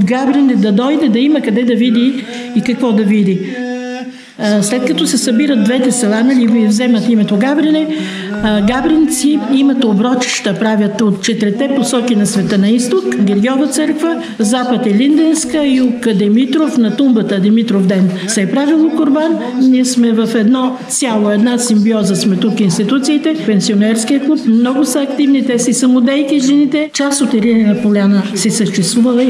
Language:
Bulgarian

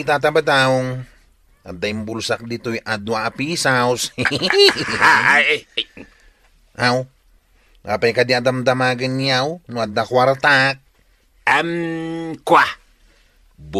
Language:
Iloko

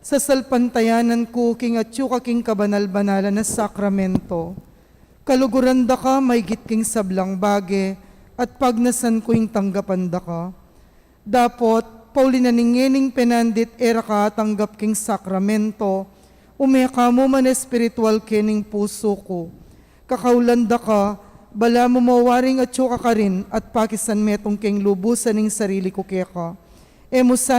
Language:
Pampanga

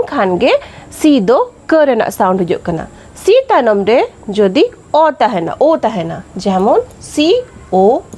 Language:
Santali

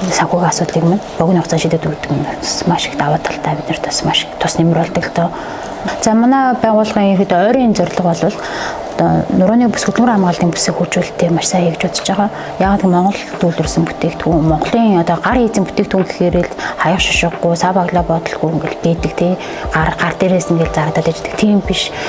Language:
Mongolian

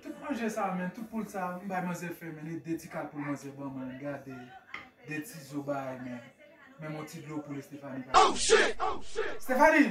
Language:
Haitian Creole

